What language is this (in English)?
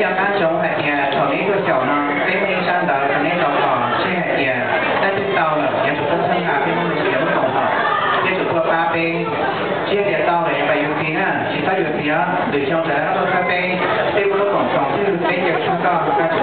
Hmong